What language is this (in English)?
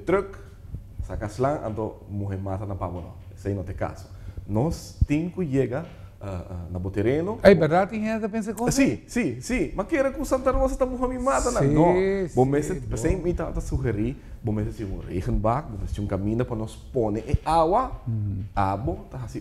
Papiamento